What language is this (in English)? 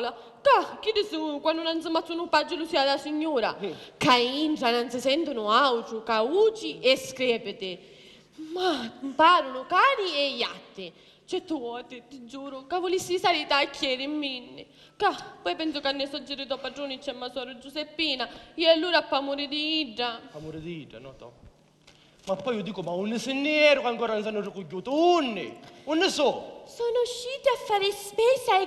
Sicilian